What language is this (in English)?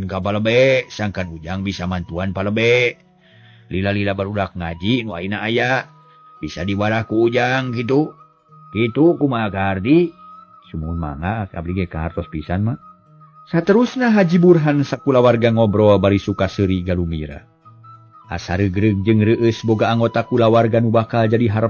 Sundanese